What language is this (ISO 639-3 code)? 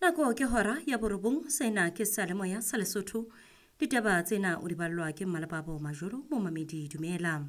sot